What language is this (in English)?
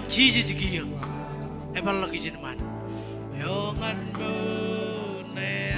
Marshallese